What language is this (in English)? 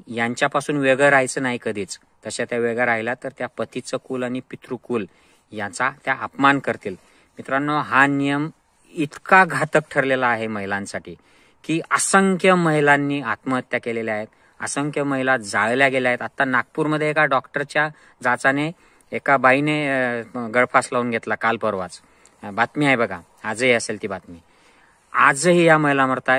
Marathi